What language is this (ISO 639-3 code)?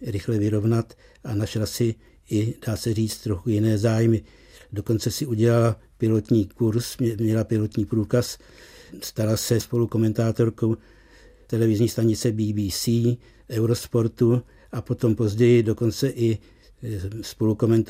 ces